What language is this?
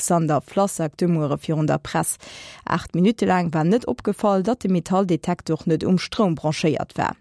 Luxembourgish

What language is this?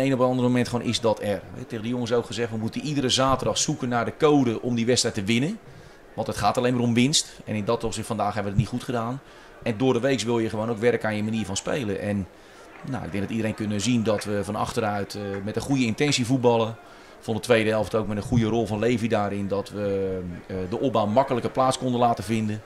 Dutch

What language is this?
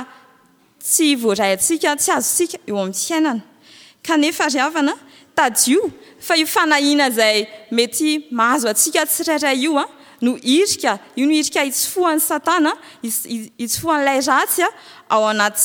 Malagasy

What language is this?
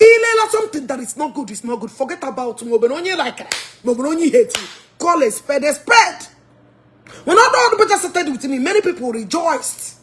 Igbo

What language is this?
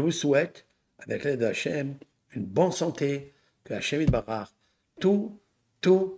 French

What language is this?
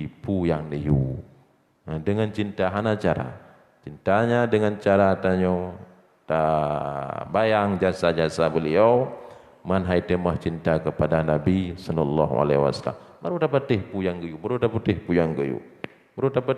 Achinese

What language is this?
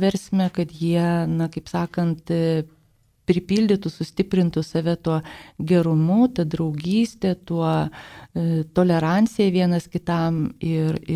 Lithuanian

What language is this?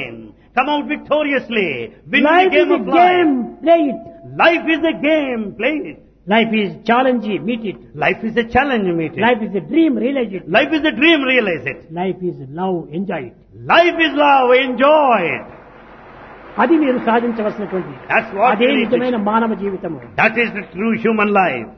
Telugu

